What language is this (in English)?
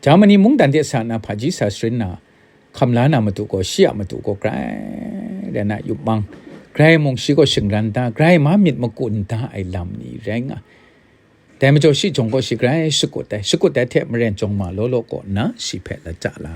Kachin